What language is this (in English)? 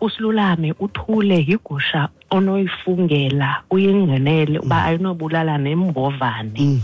Xhosa